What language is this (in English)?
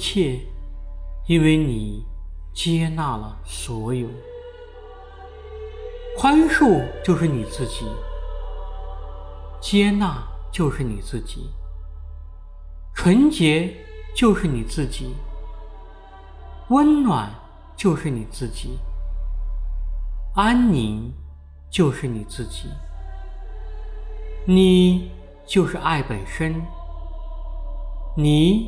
Chinese